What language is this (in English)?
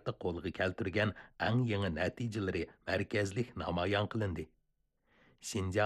Uyghur